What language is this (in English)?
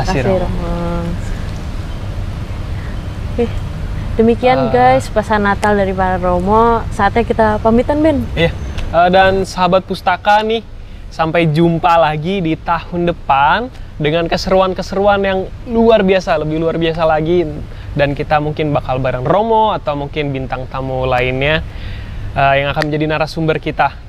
Indonesian